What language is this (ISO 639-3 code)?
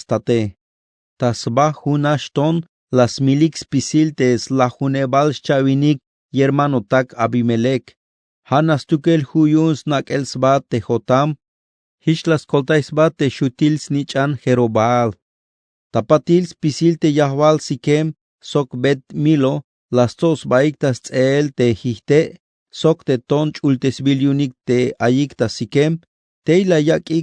tzh